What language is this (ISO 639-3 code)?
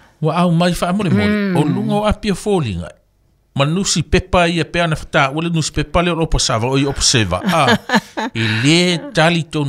smo